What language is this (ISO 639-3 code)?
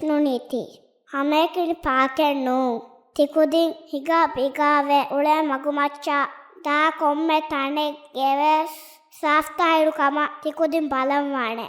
div